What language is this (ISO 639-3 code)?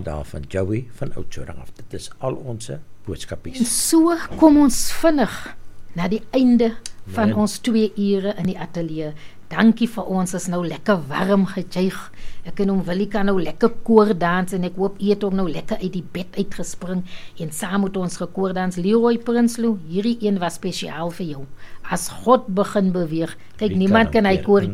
afr